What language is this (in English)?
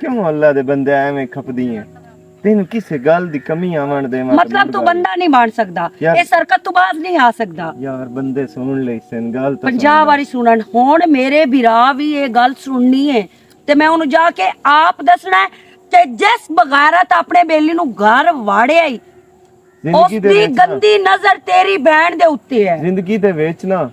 Western Panjabi